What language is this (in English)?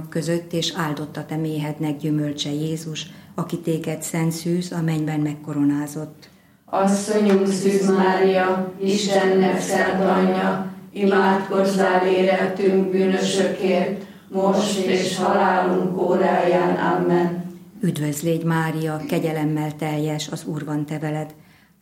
Hungarian